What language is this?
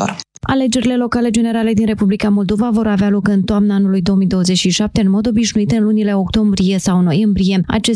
Romanian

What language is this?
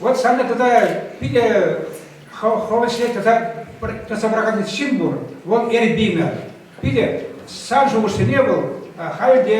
Chuvash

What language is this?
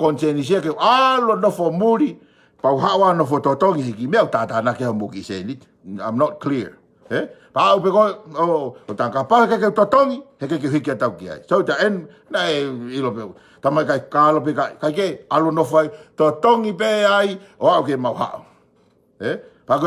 Tongan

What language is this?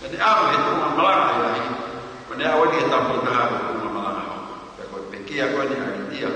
Tongan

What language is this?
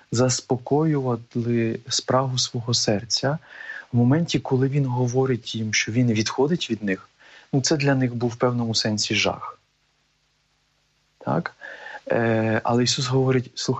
Ukrainian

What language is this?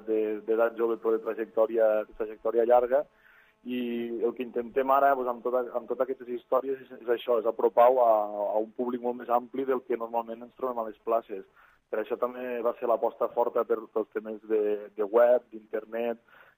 Catalan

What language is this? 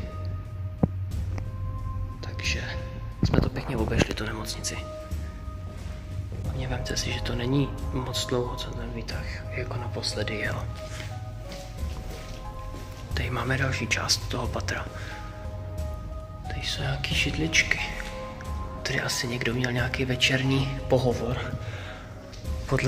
Czech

